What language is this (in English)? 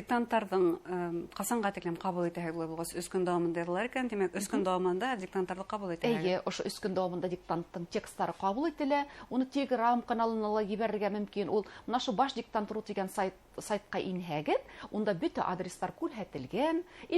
Bashkir